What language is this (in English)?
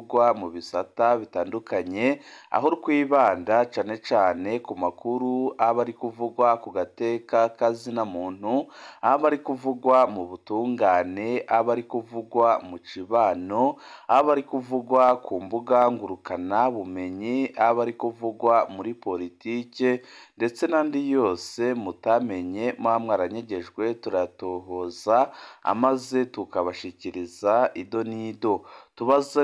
Rundi